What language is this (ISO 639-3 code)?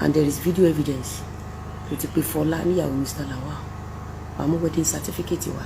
yor